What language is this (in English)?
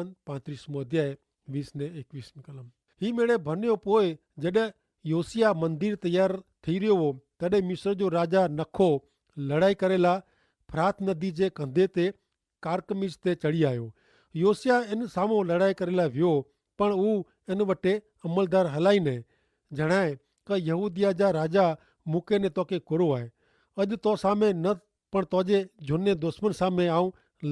Kachhi